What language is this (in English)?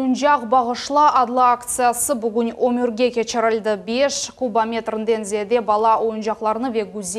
Crimean Tatar